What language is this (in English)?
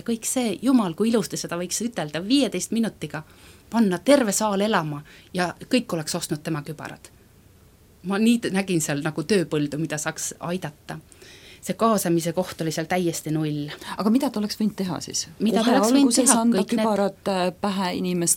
Estonian